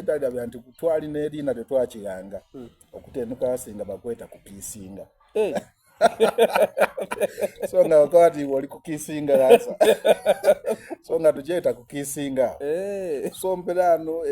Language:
Soga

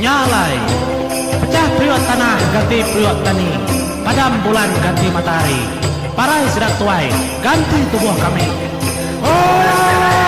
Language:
Iban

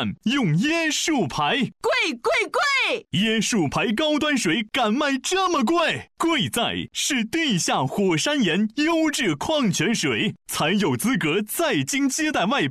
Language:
Chinese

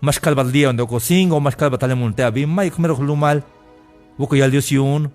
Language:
Tzeltal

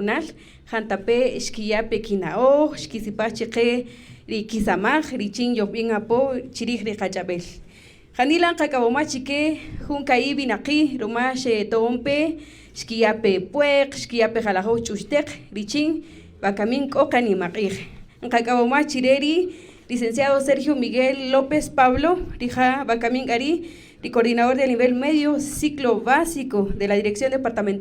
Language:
Kaqchikel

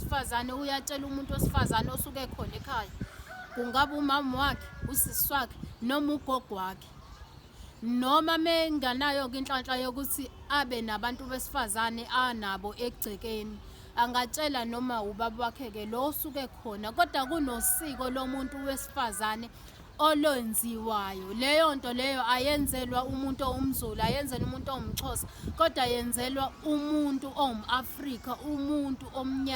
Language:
Zulu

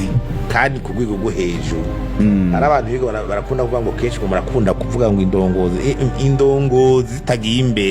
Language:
Rundi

